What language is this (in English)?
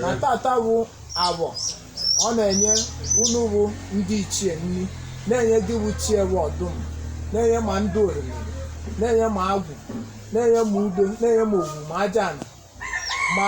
Igbo